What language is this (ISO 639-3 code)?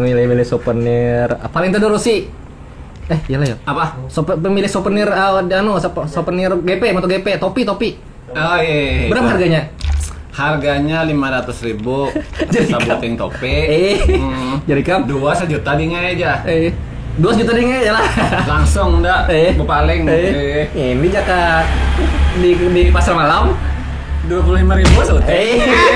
bjn